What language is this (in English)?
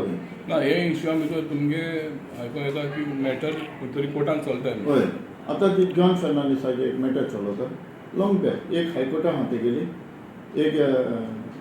Konkani